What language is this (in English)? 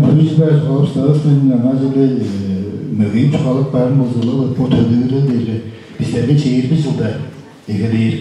Tuvinian